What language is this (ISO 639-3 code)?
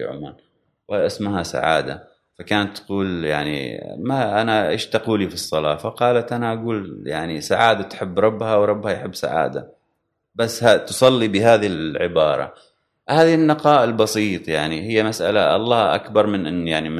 afb